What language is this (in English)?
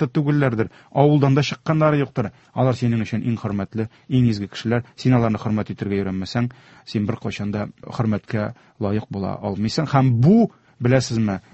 Tatar